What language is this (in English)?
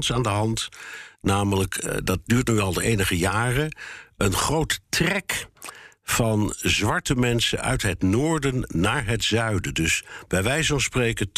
Dutch